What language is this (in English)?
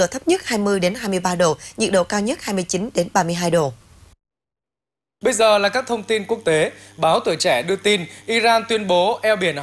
Vietnamese